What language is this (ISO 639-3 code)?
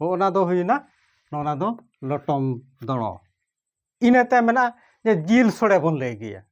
sat